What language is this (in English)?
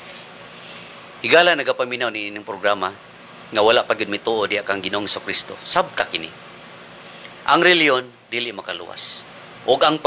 Cebuano